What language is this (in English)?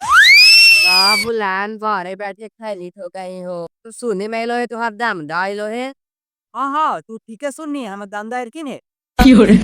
Magahi